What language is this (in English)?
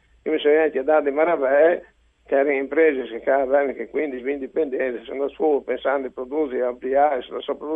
Friulian